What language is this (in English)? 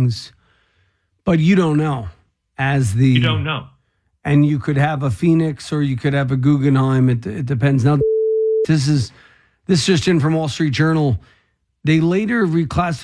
English